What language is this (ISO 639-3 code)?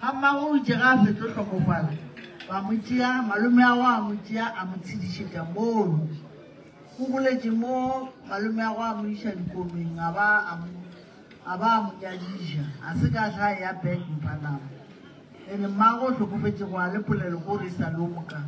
nso